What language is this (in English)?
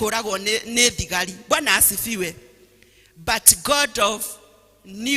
Kikuyu